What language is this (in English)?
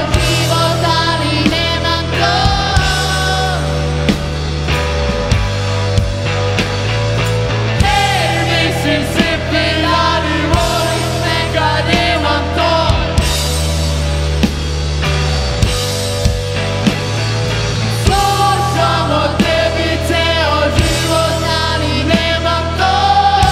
Serbian